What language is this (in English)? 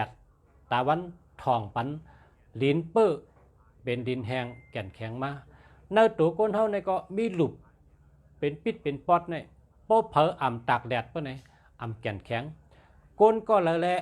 Shan